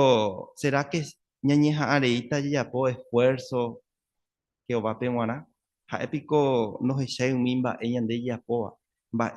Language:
Guarani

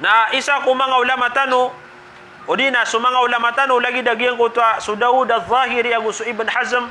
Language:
Maranao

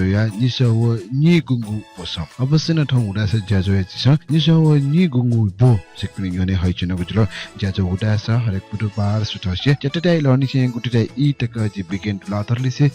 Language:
Newari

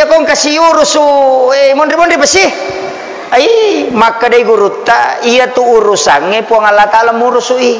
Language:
Buginese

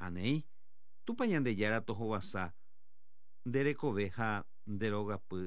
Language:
Guarani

